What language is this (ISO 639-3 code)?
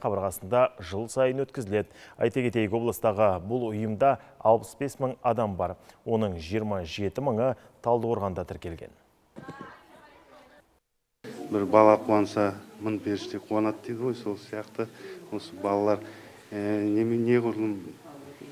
kaz